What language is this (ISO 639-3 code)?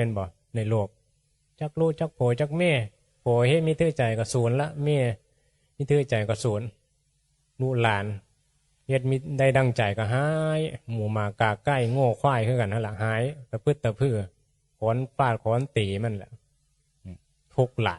tts